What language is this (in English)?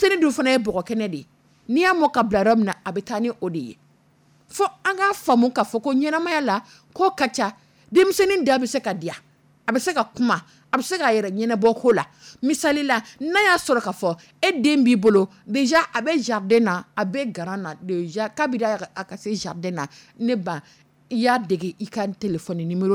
Dyula